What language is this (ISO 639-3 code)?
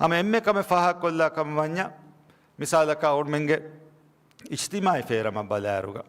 div